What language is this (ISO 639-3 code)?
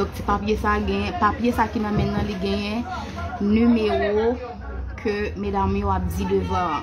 hat